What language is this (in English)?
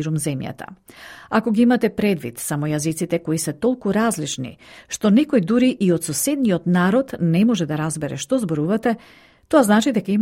Macedonian